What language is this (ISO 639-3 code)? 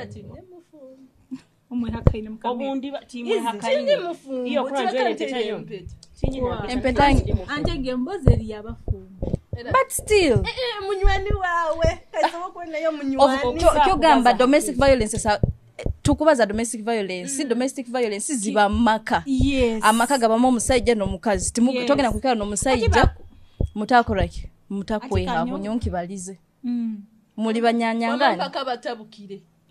nyo